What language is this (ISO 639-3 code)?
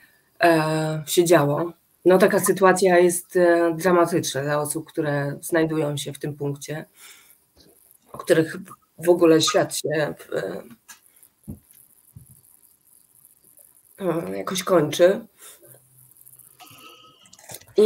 pol